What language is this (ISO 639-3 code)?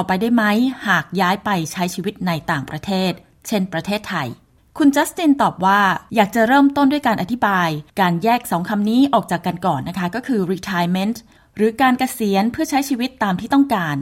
tha